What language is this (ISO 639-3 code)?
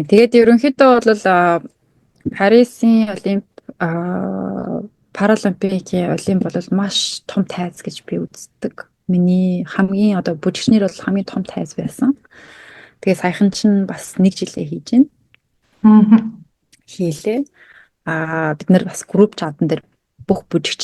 mon